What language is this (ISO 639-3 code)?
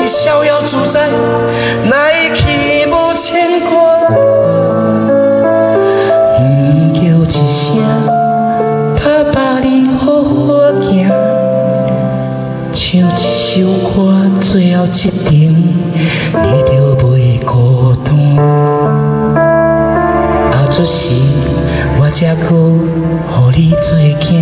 nan